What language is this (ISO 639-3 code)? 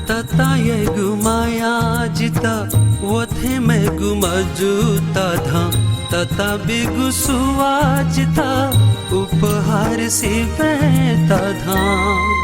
new